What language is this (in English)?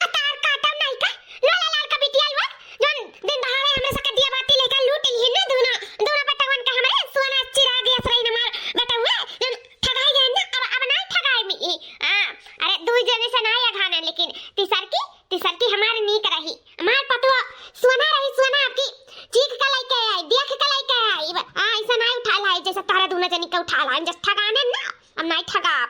Awadhi